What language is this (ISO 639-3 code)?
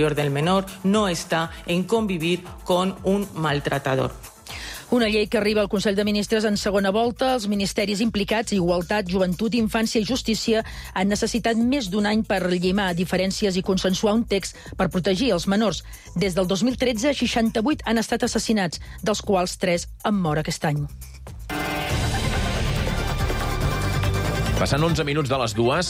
cat